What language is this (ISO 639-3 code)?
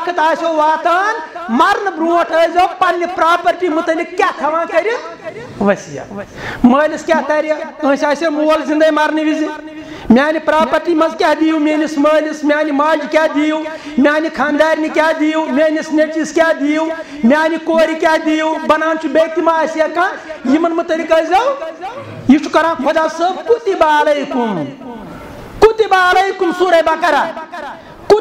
kas